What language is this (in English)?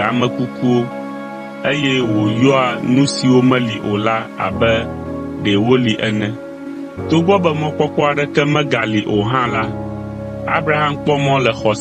Ewe